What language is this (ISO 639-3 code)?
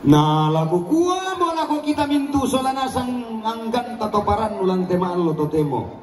sda